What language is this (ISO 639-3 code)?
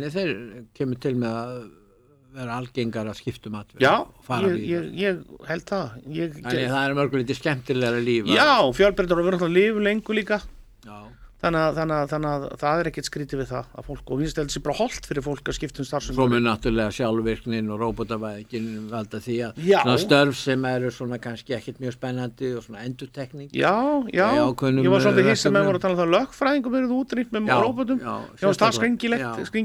isl